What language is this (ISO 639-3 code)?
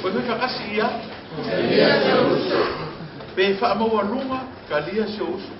smo